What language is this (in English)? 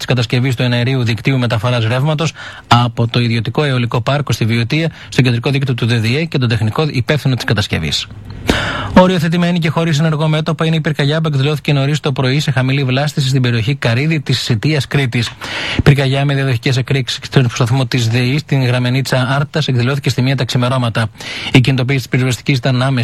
Greek